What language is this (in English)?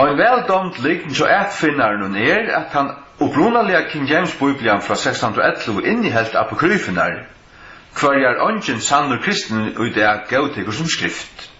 Faroese